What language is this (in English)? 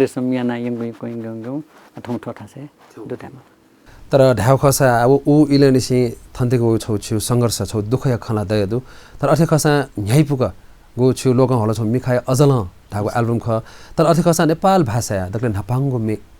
Newari